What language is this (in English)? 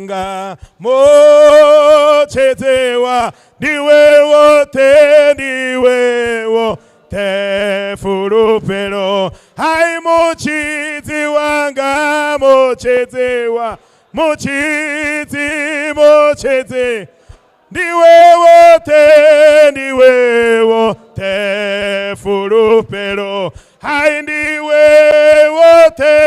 Venda